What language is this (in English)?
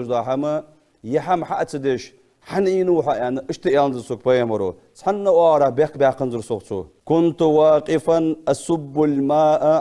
Ingush